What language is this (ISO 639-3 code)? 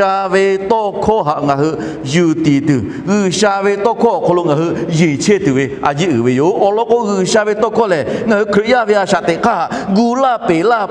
lhu